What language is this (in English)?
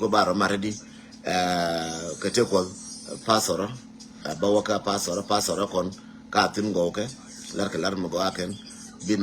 Nuer